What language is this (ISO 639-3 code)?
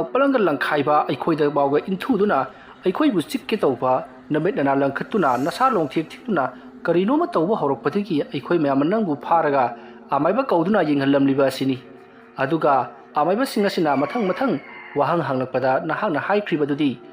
mni